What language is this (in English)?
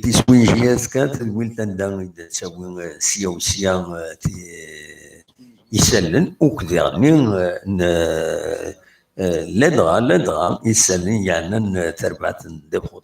Kabyle